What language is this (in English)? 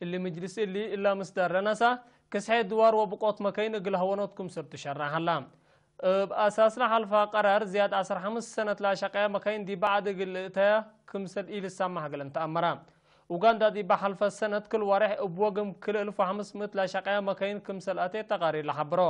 Tigre